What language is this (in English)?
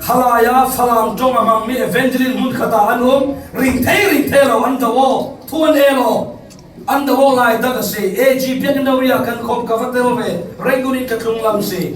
Falam Chin